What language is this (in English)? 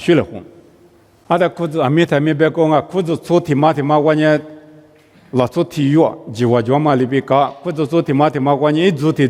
Lisu